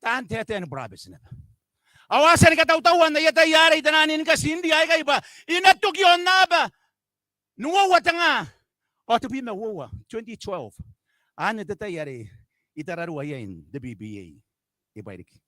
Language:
Gilbertese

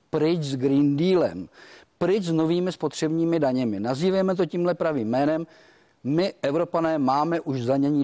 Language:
Czech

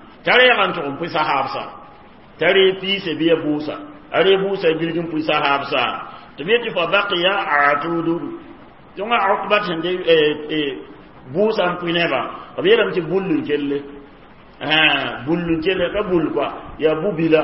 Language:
Mossi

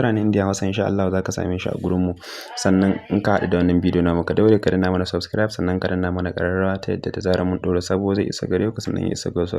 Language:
Hausa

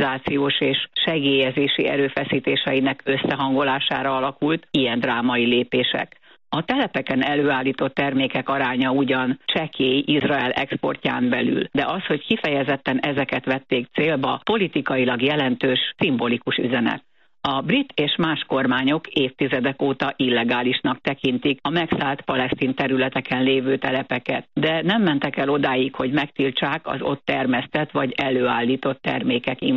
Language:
Hungarian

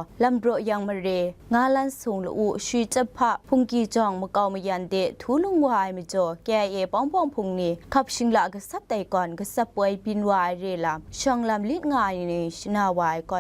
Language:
Kachin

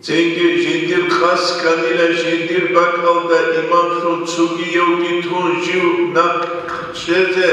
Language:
Avaric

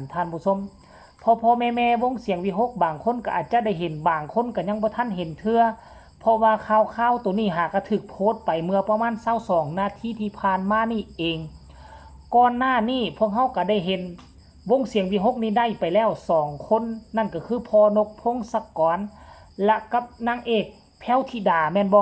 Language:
Lao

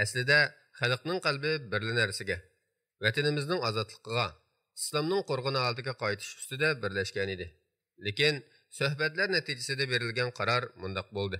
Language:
Uyghur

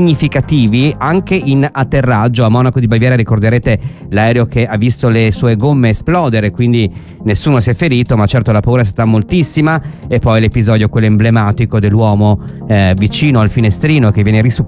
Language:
Italian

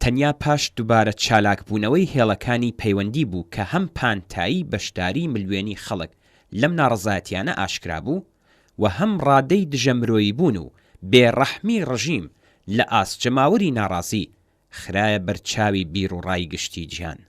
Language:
Central Kurdish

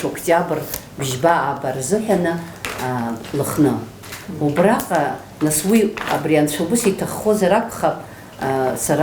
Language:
Abkhazian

